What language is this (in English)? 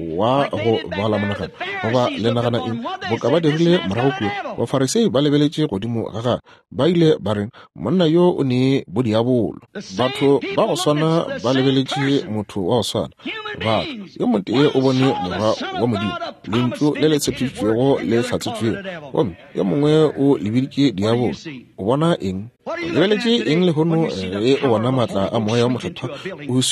Northern Sotho